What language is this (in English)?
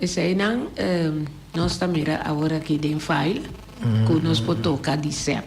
Papiamento